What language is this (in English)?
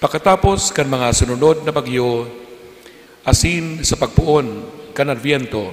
Bikol